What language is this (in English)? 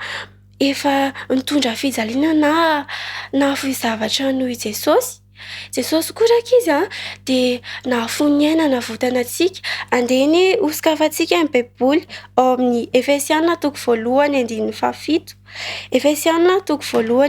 Malagasy